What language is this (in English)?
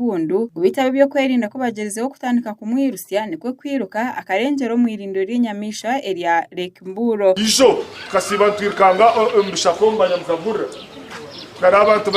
Nyankole